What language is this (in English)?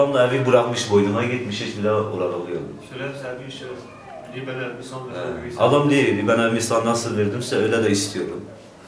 Kurdish